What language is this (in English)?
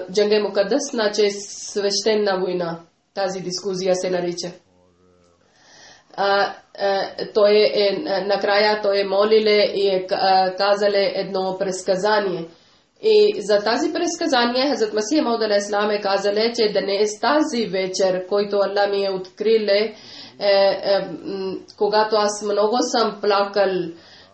Bulgarian